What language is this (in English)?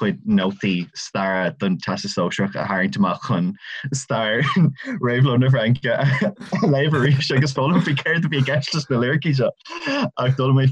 Irish